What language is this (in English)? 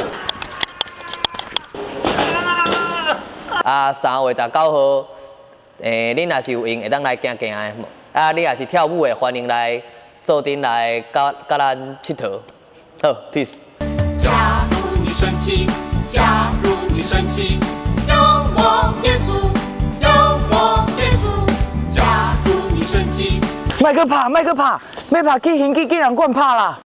Min Nan Chinese